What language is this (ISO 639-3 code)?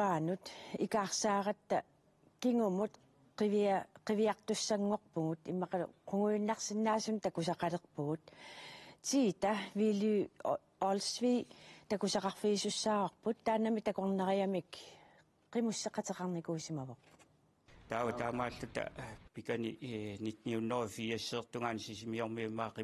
kal